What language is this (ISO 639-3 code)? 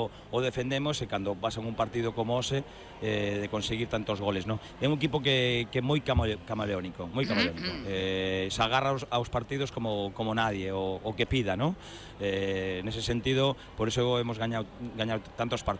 glg